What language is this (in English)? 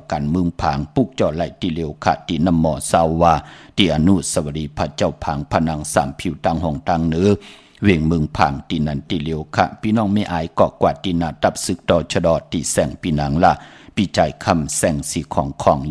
Shan